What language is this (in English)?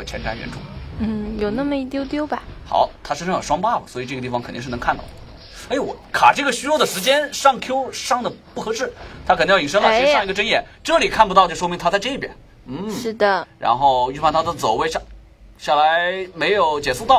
Chinese